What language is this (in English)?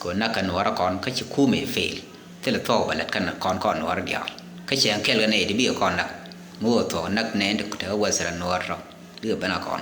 Nuer